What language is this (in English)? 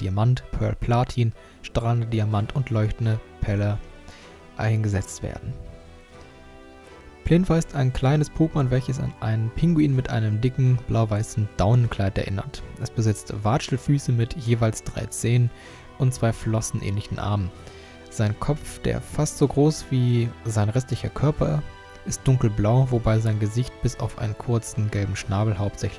German